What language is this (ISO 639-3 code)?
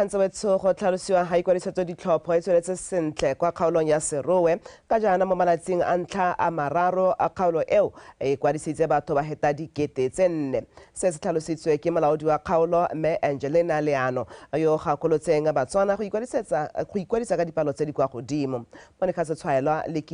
tsn